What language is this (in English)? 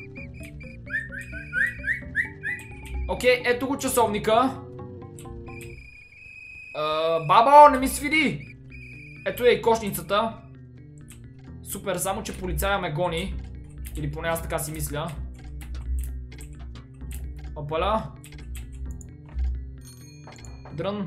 Bulgarian